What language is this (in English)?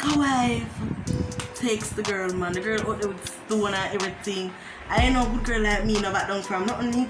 Jamaican Creole English